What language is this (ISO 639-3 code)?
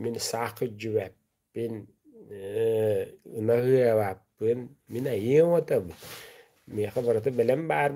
sah